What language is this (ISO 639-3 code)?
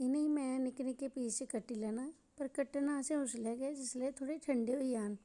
doi